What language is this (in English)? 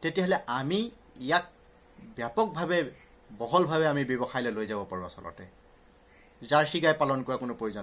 Assamese